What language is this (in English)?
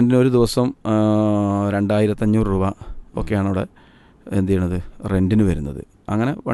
Malayalam